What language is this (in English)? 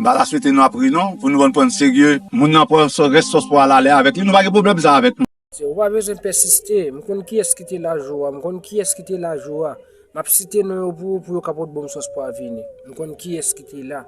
Haitian Creole